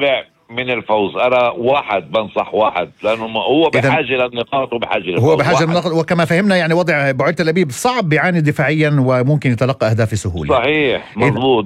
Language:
North Levantine Arabic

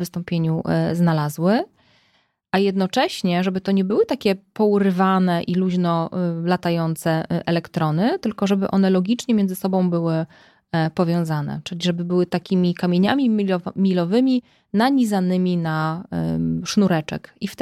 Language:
Polish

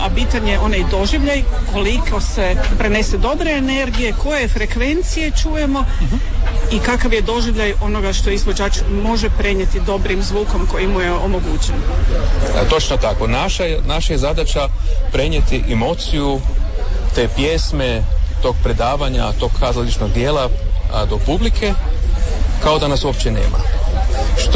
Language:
Croatian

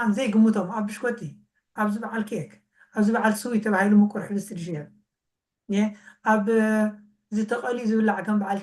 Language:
Tigrinya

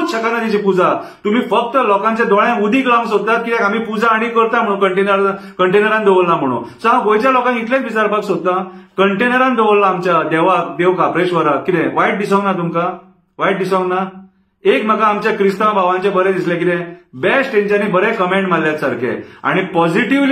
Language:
Konkani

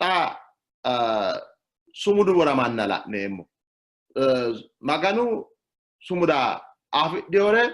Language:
Sidamo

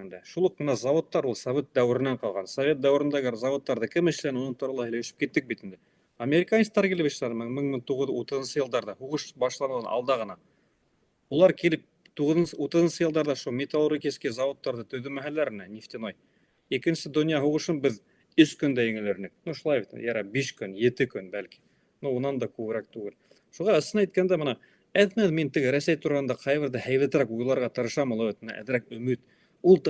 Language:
Bashkir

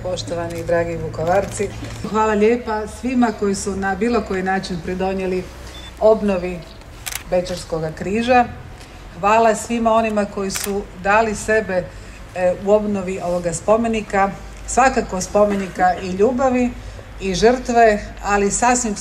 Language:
Croatian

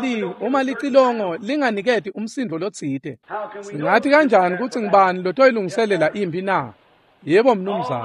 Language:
Swati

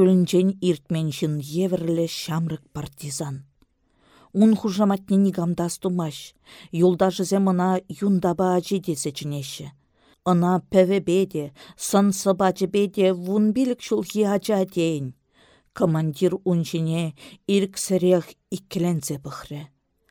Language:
Chuvash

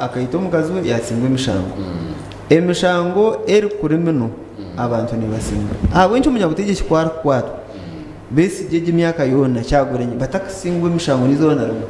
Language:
Nyankole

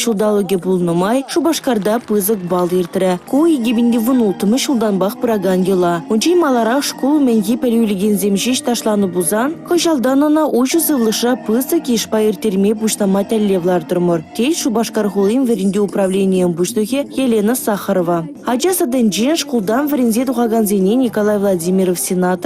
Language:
Chuvash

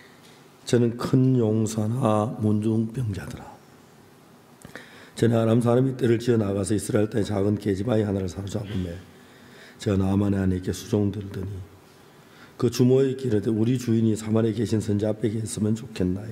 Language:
Korean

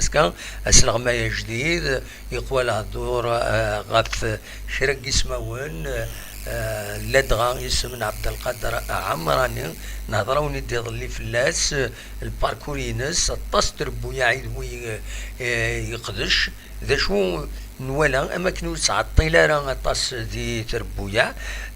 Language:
Kabyle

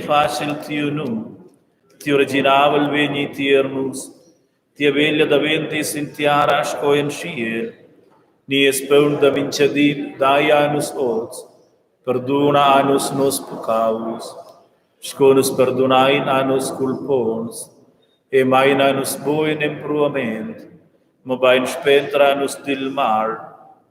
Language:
Romansh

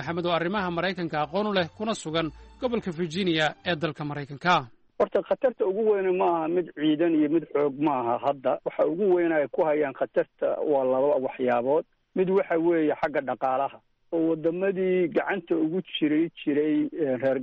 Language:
Somali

